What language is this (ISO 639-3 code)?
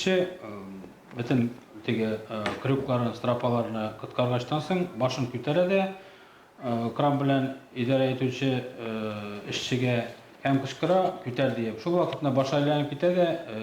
tat